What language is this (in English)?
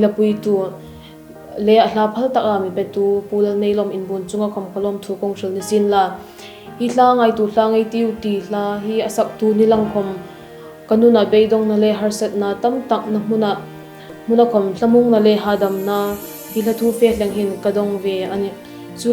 Hmar